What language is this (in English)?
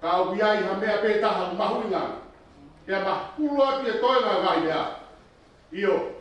Tongan